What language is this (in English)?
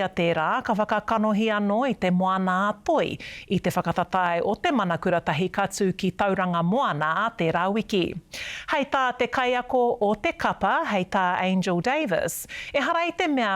Māori